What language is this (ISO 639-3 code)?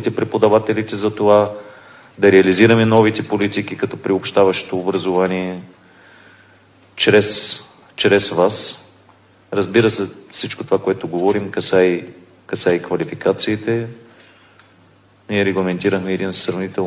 bul